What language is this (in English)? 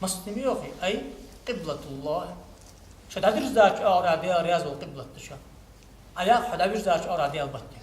Ingush